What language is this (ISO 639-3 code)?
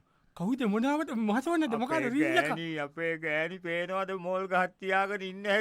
sin